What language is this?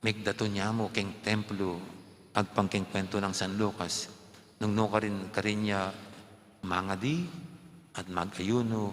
Pampanga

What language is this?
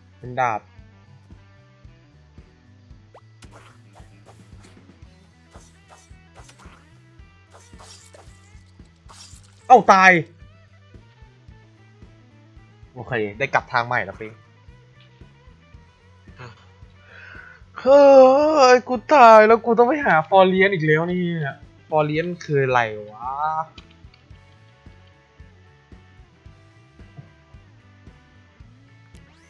Thai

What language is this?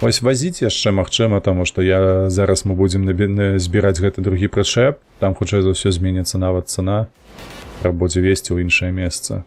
Belarusian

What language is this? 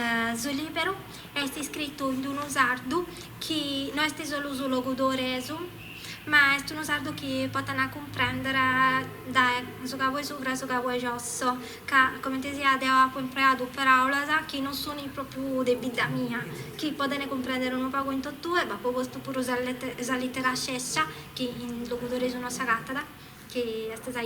Sardinian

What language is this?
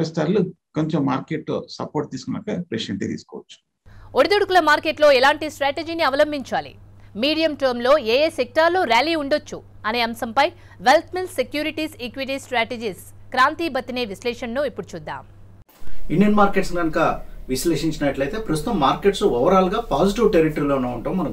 Telugu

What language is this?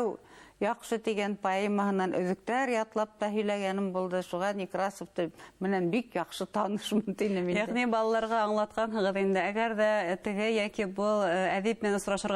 Bashkir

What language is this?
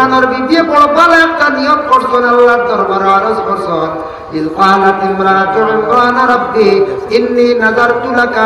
Sylheti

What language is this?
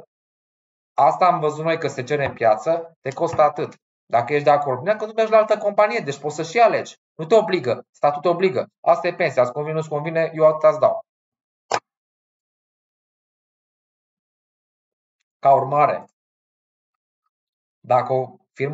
Romanian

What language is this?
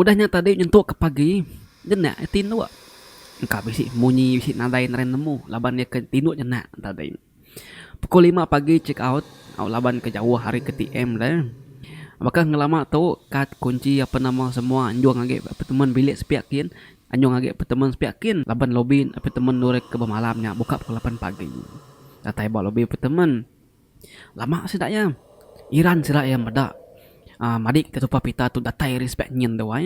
Iban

